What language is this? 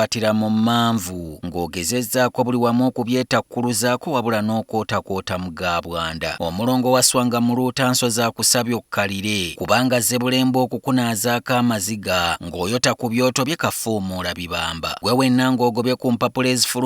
Ganda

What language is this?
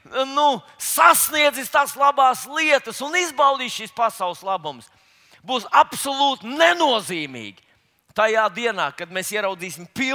Latvian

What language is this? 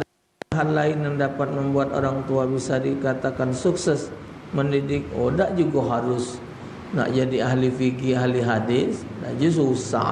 Musi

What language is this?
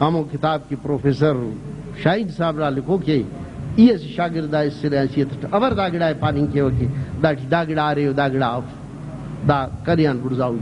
Brahui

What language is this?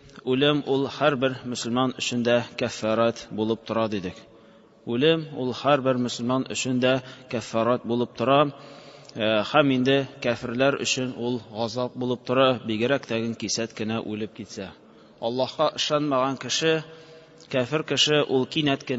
Tatar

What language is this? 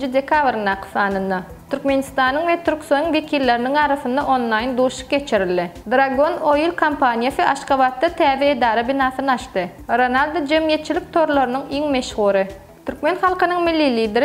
Turkmen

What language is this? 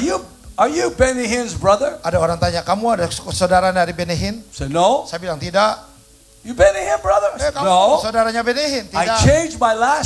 Indonesian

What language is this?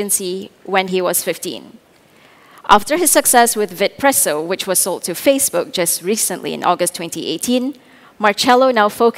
English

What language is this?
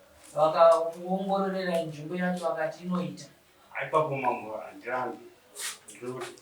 Shona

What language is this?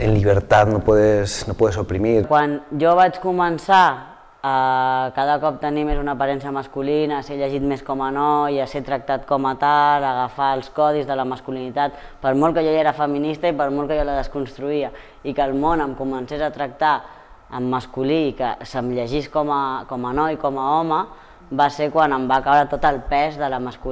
Catalan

